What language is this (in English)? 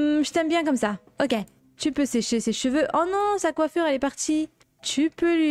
French